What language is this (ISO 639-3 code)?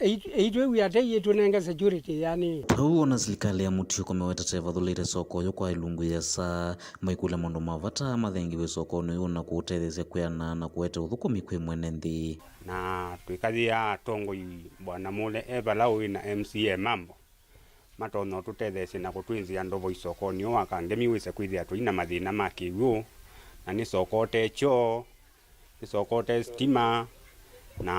kam